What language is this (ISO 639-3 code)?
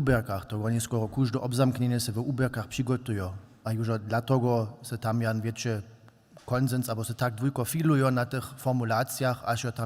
hsb